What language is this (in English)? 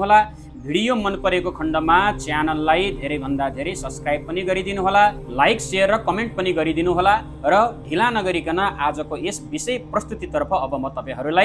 Nepali